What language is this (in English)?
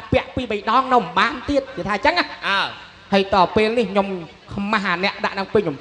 Khmer